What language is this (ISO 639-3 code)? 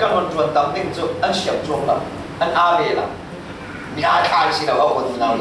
cfm